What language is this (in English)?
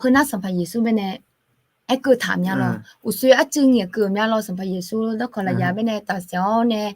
Akha